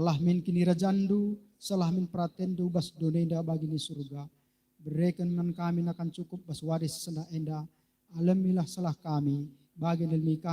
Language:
Batak Karo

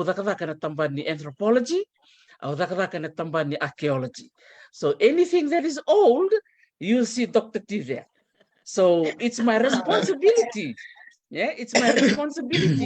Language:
Fijian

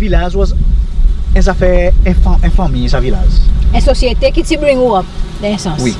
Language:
Seselwa Creole French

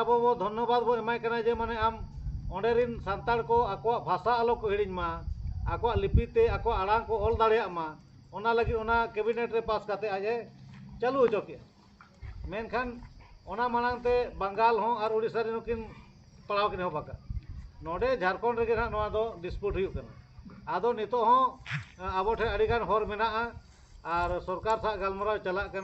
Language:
Santali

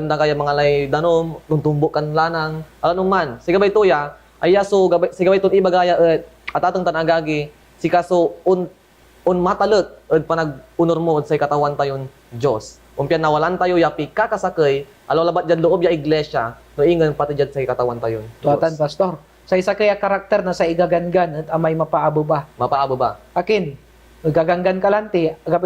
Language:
Pangasinan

